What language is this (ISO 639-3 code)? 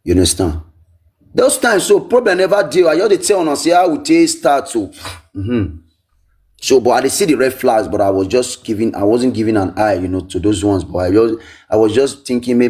pcm